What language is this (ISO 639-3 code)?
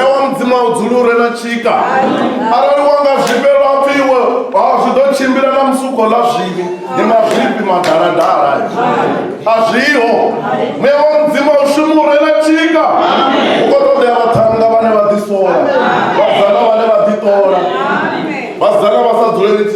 ven